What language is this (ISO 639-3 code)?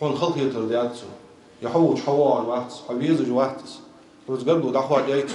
inh